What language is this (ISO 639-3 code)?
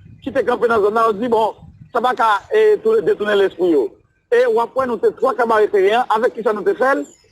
hat